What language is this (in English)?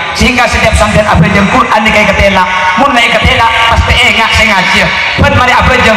Madurese